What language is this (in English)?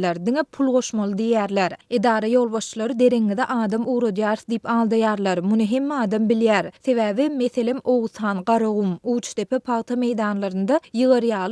Turkmen